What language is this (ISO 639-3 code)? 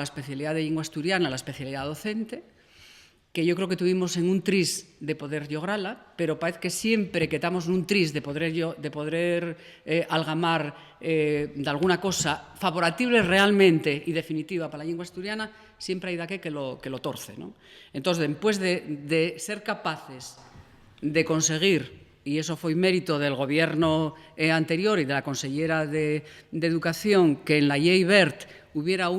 ast